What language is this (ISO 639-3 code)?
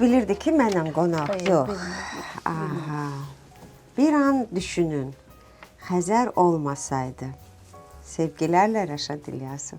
aze